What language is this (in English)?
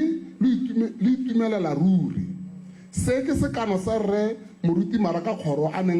Tswana